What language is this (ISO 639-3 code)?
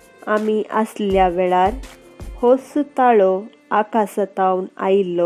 kok